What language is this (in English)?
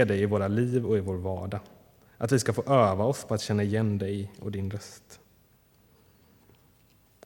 Swedish